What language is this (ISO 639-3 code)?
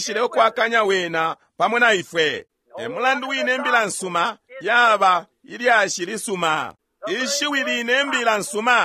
bem